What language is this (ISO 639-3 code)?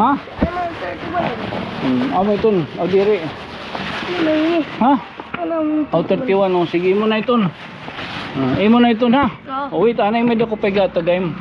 war